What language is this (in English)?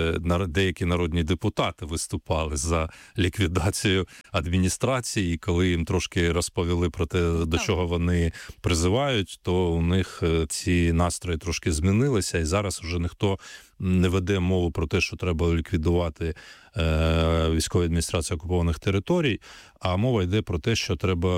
Ukrainian